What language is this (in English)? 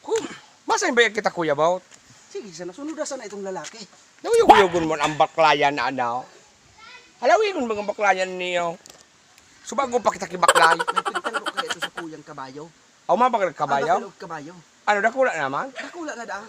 Bikol